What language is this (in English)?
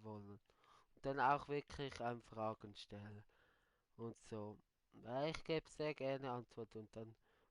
Swiss German